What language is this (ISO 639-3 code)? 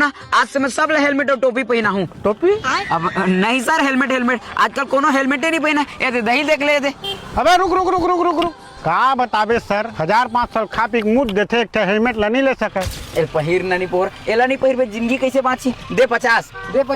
hne